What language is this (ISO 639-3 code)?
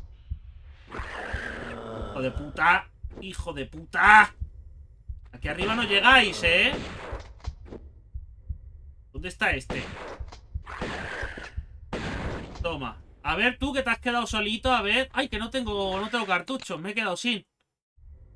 spa